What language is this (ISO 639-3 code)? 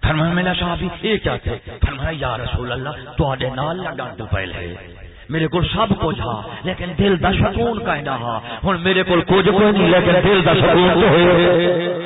skr